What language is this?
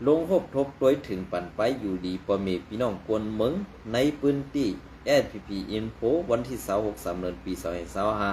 Shan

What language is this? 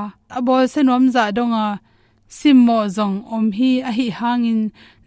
Tedim Chin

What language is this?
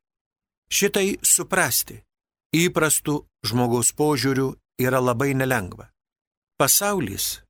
Lithuanian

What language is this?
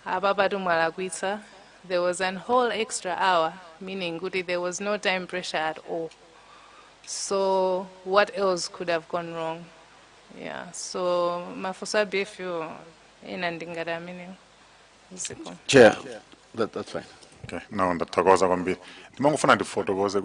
Nyanja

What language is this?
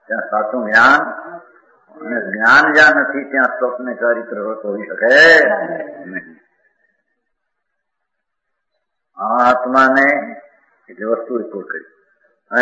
Gujarati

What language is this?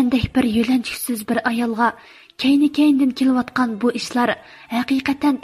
Uyghur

